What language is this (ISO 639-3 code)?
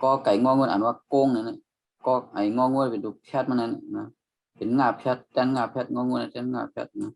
shn